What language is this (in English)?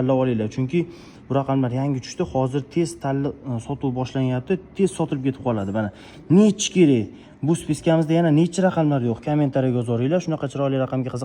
Uzbek